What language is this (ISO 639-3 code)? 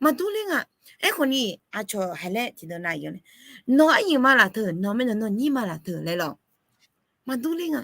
ahk